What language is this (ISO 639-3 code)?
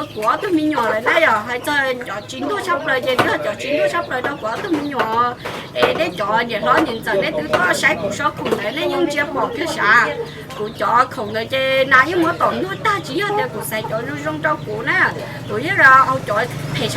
hmn